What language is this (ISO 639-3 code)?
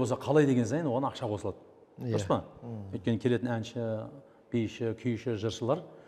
kaz